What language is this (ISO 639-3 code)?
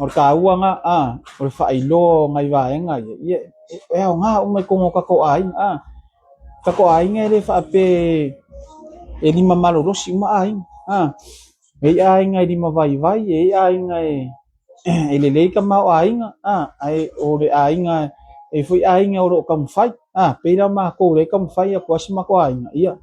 smo